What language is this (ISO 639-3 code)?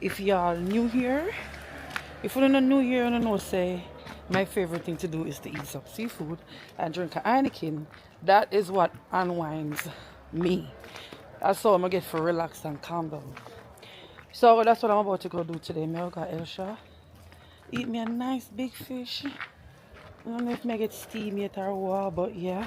jam